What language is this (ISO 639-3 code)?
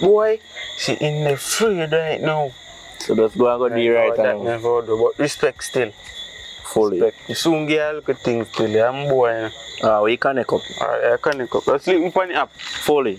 jam